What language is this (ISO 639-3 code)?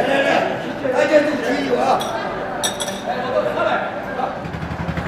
zho